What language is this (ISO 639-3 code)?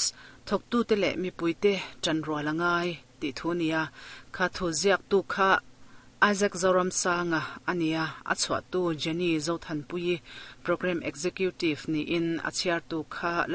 lus